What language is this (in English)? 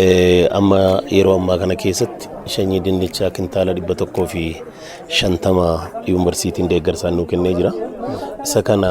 Oromo